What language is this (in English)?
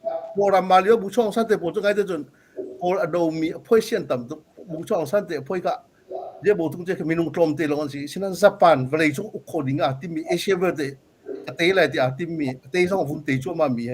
Hakha Chin